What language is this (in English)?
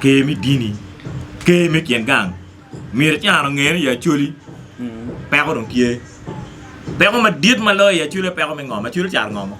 Acoli